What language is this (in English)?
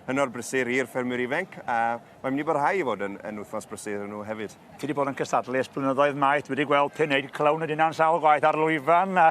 Welsh